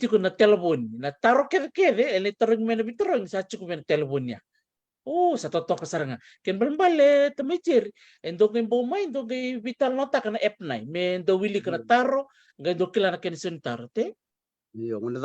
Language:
Fijian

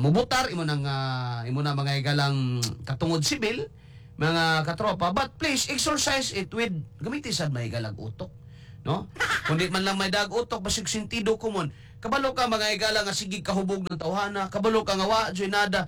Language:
Cebuano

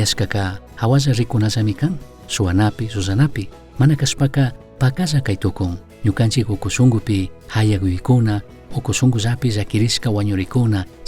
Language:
Chimborazo Highland Quichua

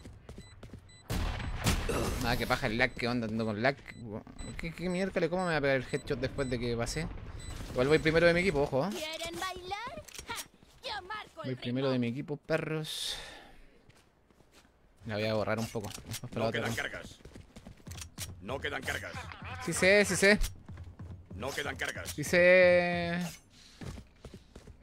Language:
Spanish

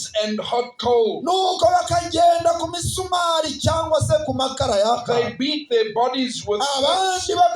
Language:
Kinyarwanda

